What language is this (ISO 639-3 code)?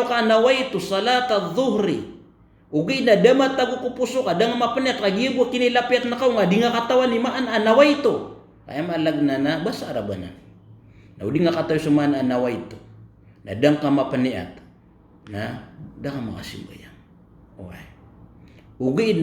mrw